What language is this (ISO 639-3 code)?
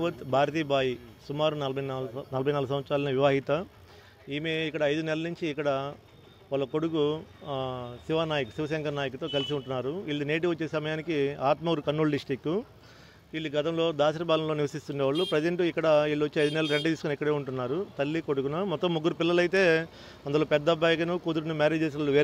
tel